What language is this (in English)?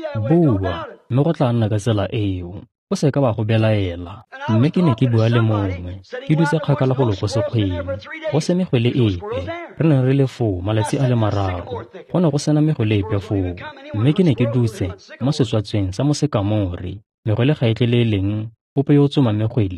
Tswana